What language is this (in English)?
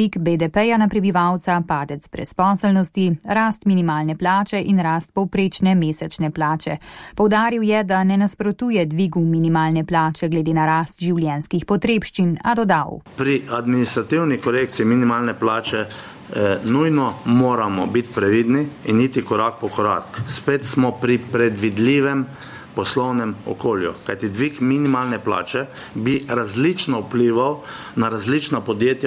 Slovenian